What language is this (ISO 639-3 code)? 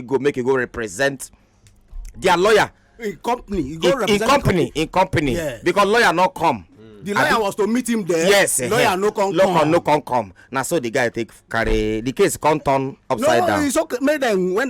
pcm